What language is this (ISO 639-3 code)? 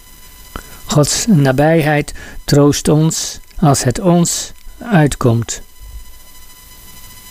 nld